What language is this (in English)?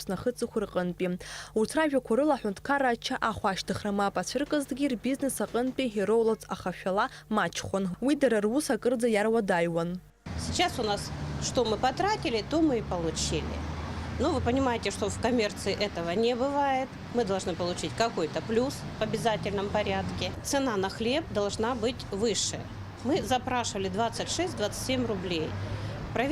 Abkhazian